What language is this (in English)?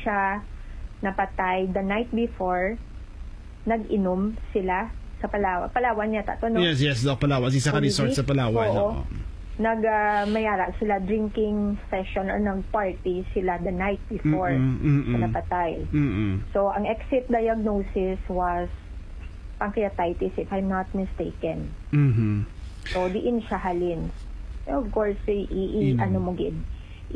Hiligaynon